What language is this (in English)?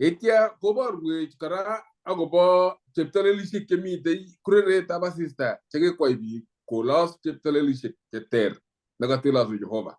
Kalenjin